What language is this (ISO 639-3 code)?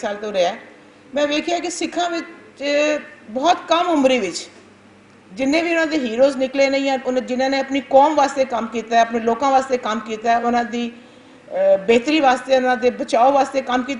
lah